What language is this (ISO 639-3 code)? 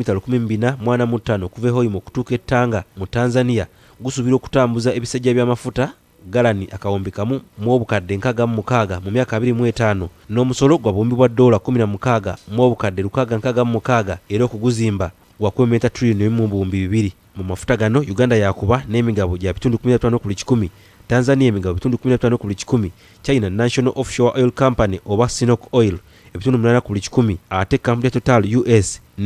lug